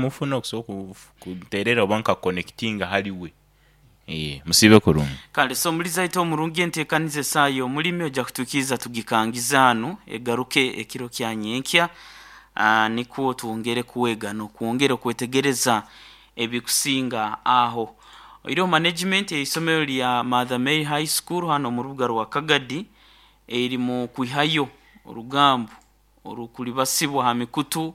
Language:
Nyoro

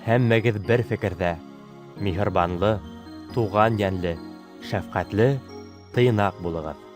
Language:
Bashkir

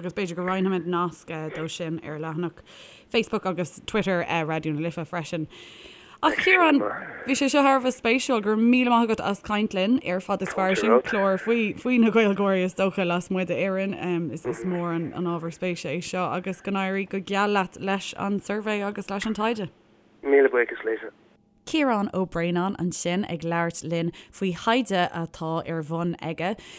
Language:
Irish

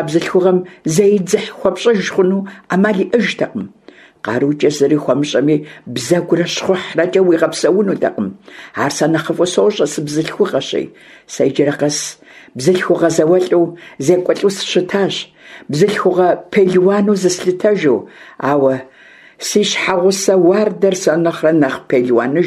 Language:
Kabardian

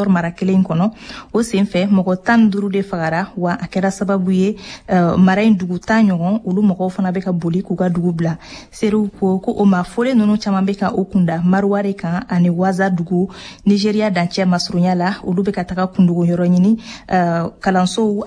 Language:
Bambara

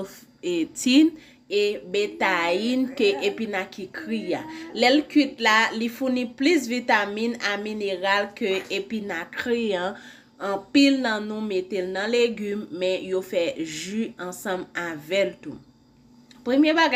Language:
Haitian Creole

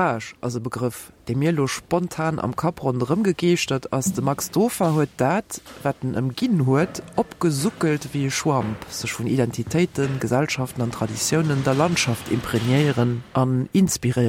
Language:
Luxembourgish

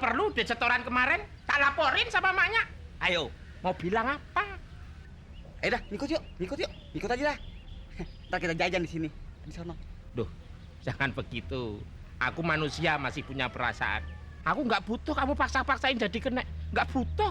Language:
Betawi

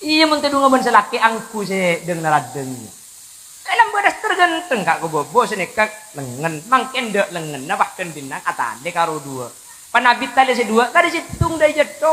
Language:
Madurese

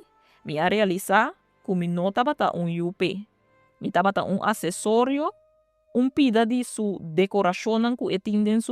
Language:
Papiamento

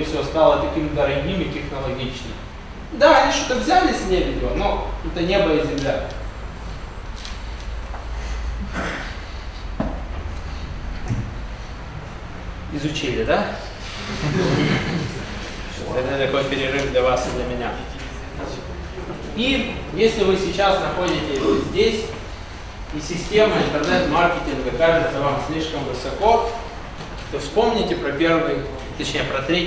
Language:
Russian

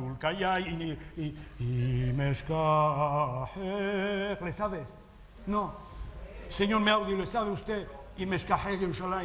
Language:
Ladino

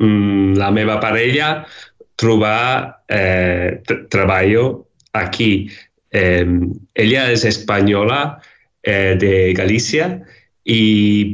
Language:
Catalan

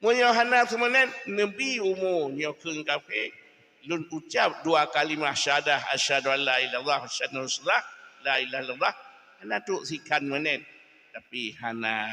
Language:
Achinese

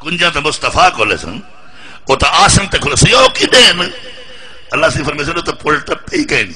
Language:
Saraiki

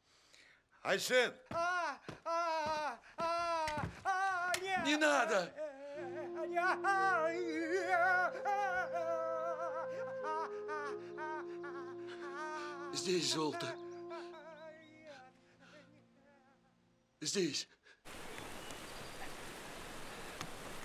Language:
Russian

